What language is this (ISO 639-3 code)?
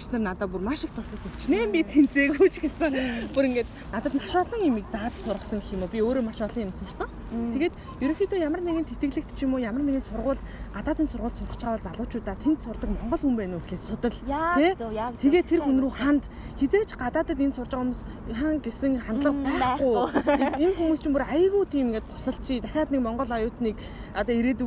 mon